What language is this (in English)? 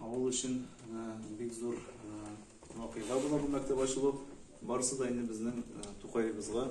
Tatar